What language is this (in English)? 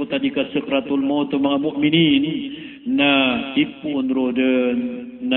Maranao